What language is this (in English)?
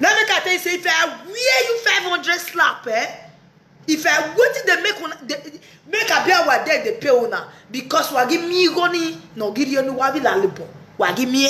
Nigerian Pidgin